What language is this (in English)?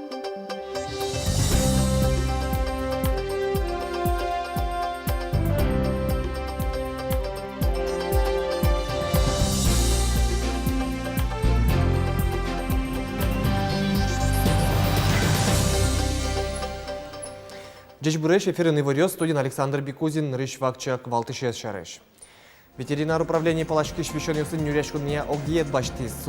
Udmurt